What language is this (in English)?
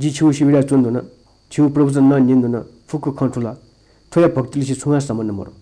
Newari